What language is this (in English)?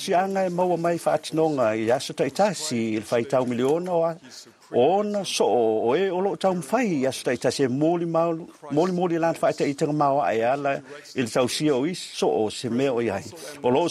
Samoan